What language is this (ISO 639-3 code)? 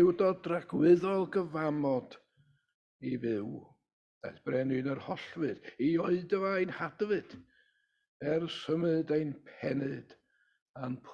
cym